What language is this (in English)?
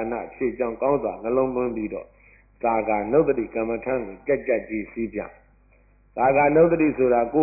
Burmese